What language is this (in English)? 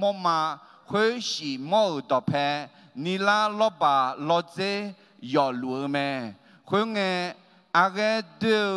Akha